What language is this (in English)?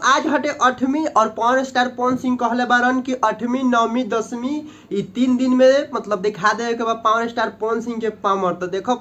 Bhojpuri